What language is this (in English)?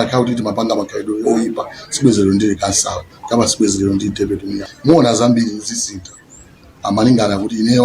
Nyanja